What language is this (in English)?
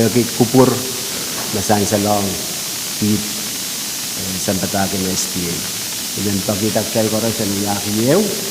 Pohnpeian